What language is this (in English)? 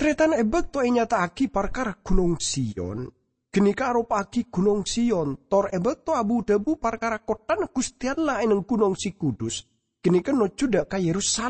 Madurese